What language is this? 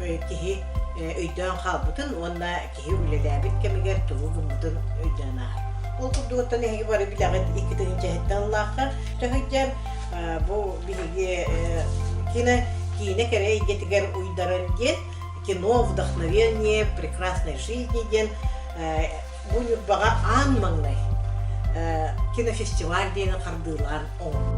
Yakut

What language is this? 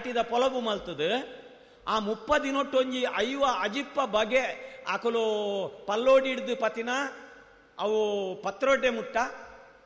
Tulu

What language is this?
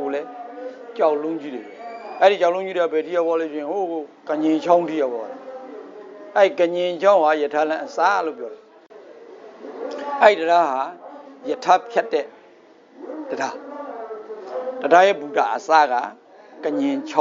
Burmese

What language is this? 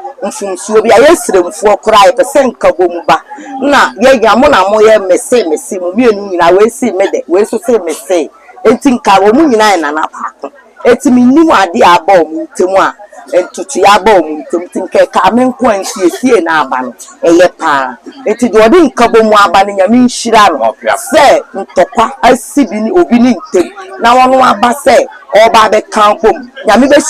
Akan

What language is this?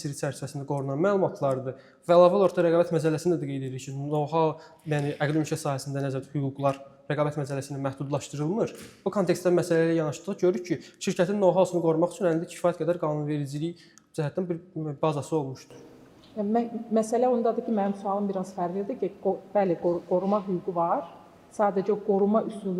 Azerbaijani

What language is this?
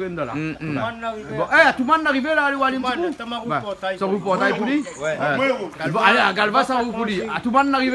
Réunion Creole French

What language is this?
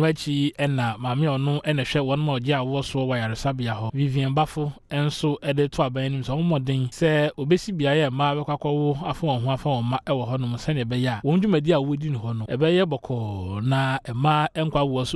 Akan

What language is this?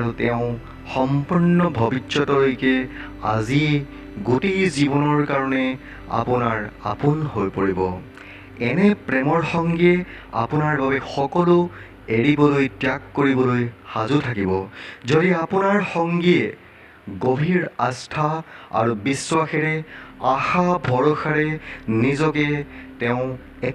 Assamese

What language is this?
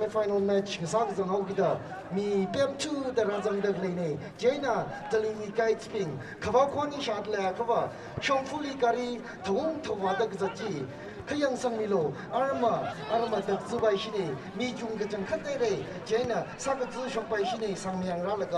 Tangkhul Naga (India)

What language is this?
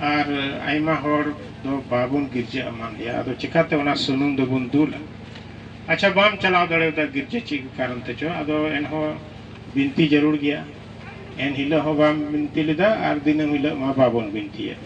Santali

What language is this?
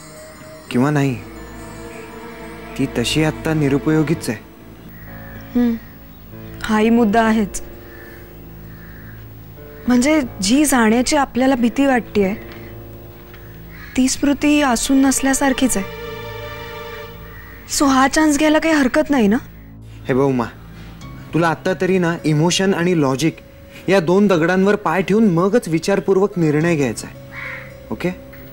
Marathi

